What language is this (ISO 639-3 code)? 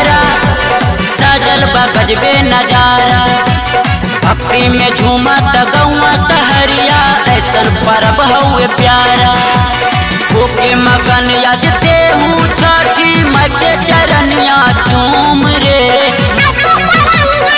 bho